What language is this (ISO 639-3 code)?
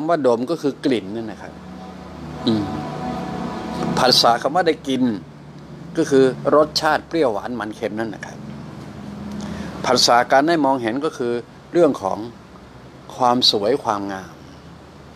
tha